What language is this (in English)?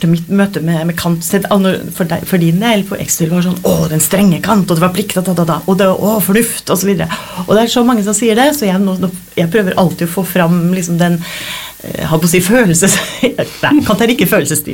Norwegian